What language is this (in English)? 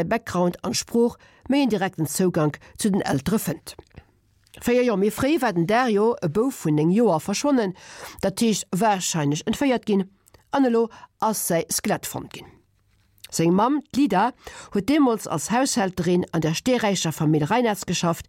Luxembourgish